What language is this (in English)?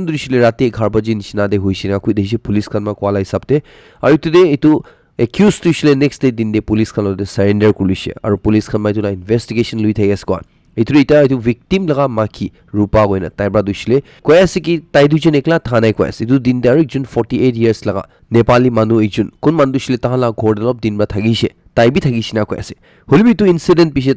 Naga Pidgin